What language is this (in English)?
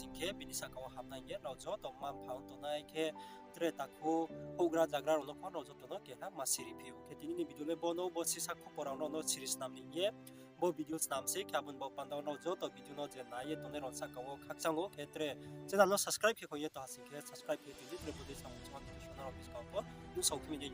Riang (India)